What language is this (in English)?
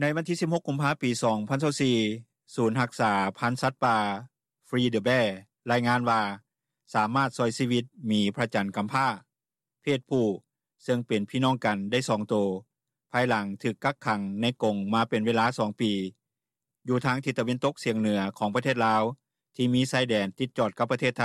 Lao